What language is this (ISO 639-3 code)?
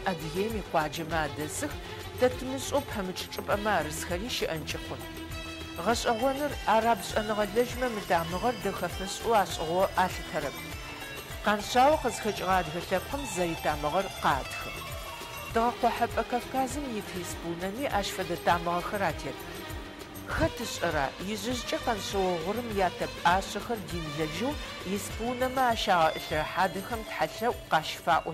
ady